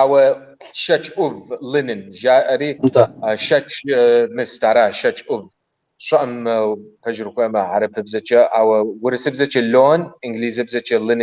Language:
Kabardian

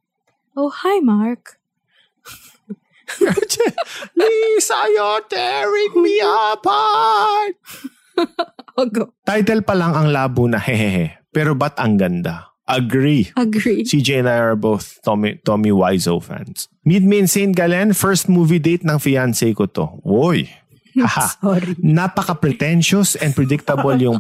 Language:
Filipino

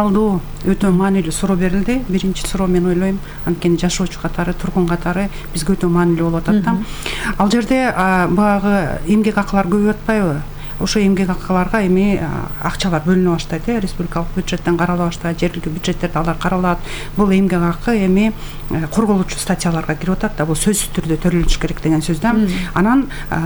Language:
Kyrgyz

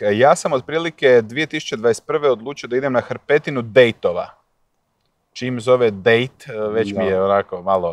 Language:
Croatian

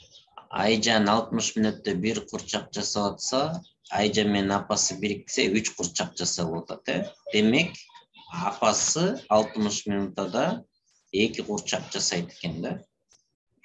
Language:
Kyrgyz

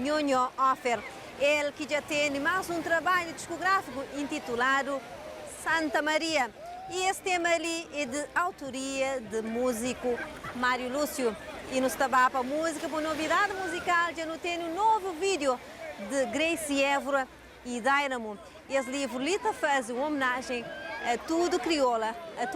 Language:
Kabuverdianu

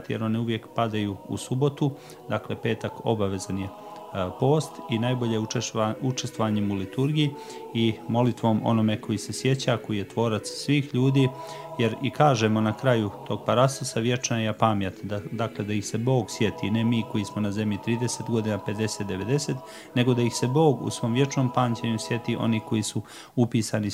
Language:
Croatian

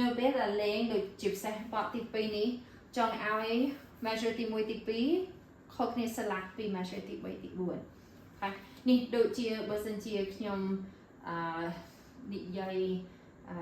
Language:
Khmer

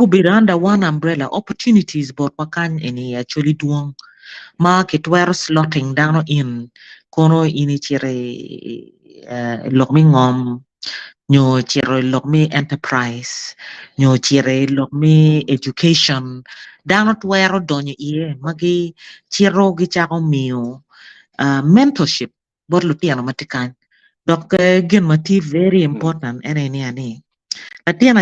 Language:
Acoli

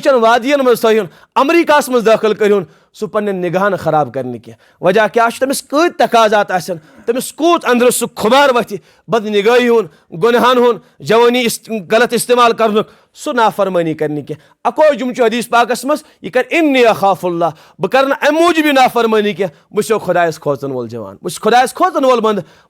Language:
Kashmiri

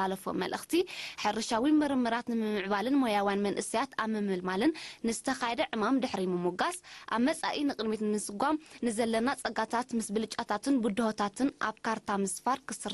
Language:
Tigrinya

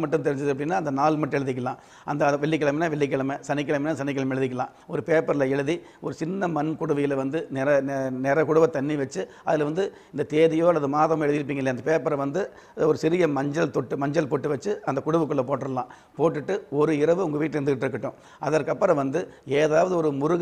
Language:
Tamil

